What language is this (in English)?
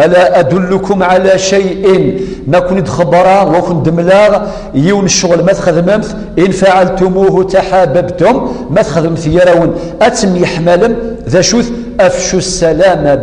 Kabyle